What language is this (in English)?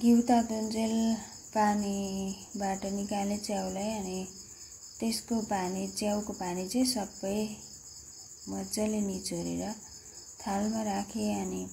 Nepali